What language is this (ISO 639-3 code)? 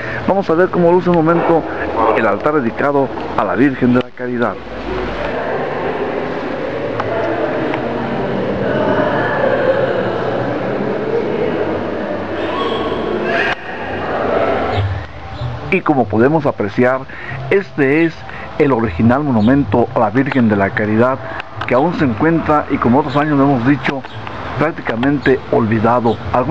spa